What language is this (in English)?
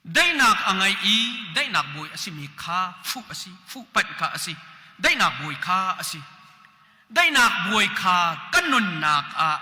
Hakha Chin